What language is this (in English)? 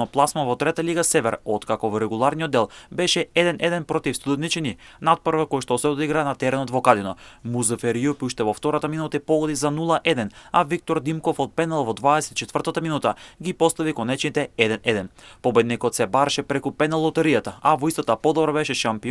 Macedonian